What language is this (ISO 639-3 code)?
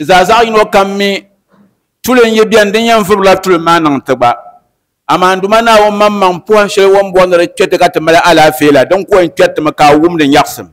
dag